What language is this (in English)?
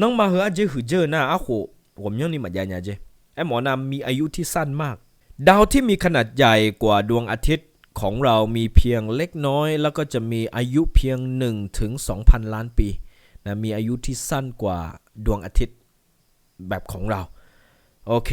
Akha